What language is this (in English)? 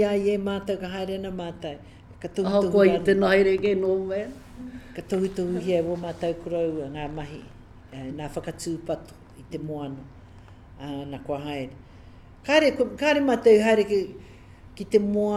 Māori